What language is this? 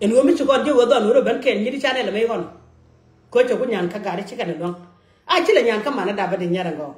Nuer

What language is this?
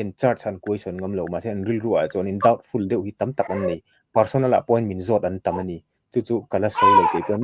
Mizo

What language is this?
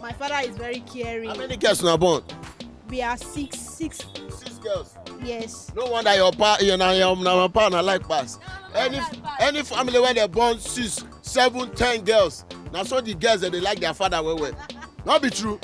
Nigerian Pidgin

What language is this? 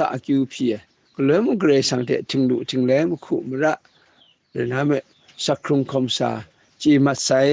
Kachin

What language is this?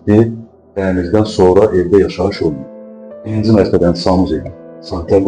Azerbaijani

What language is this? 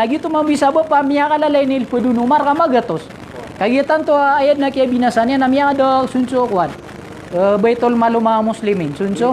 Maranao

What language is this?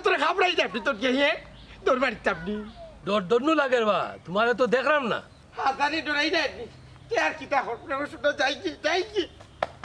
Sylheti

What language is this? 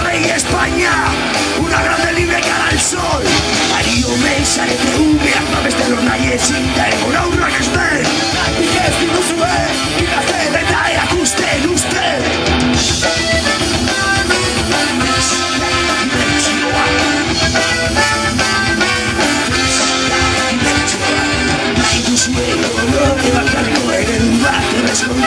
Basque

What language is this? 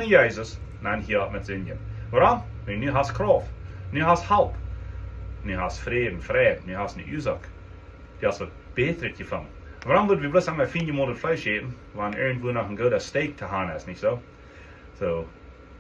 Plautdietsch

